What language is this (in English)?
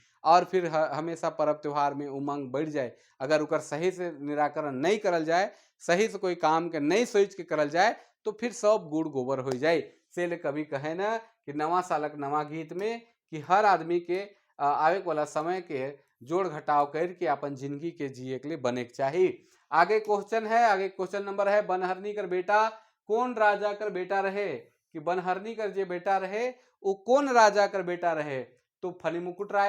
Sadri